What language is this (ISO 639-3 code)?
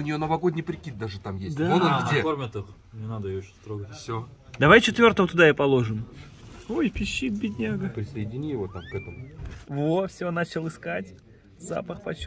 rus